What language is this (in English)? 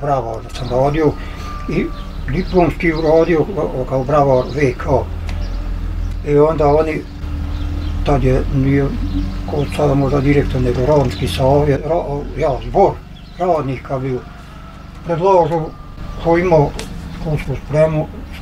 Bosnian